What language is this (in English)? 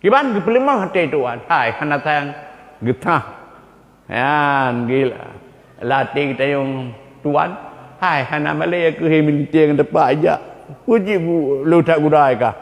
Achinese